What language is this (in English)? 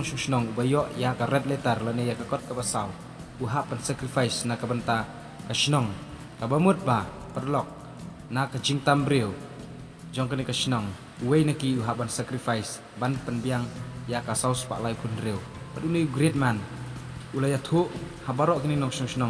Khasi